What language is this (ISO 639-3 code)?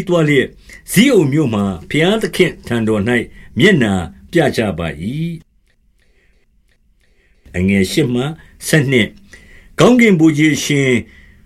mya